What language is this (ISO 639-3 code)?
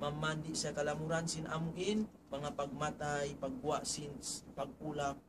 tsg